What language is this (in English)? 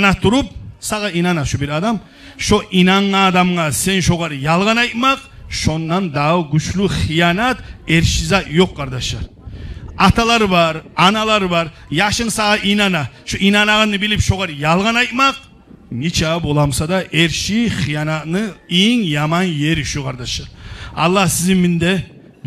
Kumyk